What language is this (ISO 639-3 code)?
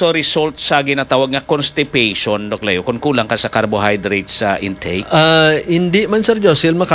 hil